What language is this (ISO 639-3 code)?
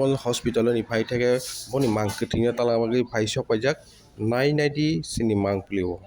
trp